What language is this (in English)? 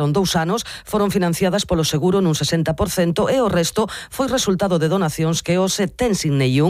Galician